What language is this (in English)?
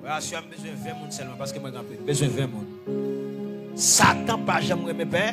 Haitian Creole